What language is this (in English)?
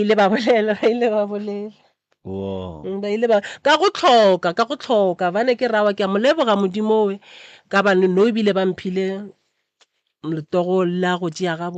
Northern Sotho